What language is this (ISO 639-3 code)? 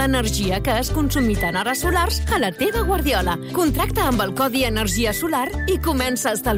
cat